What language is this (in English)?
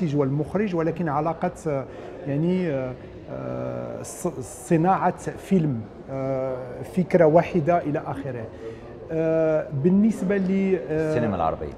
Egyptian Arabic